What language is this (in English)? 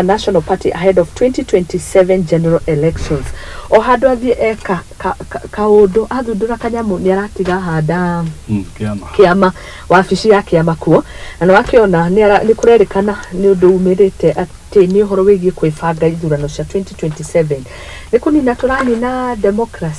Kikuyu